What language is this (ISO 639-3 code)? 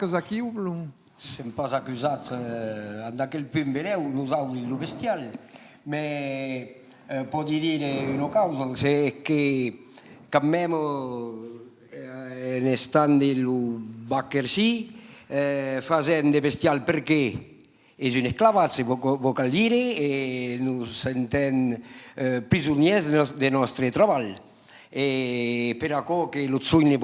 oci